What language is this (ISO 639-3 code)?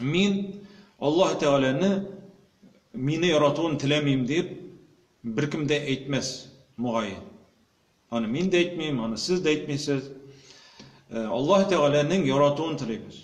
tat